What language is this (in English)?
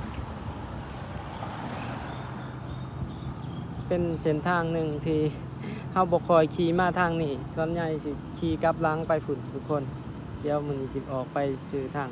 Lao